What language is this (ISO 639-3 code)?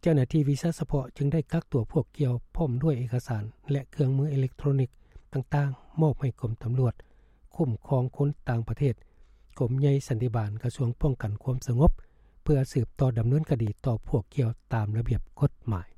lao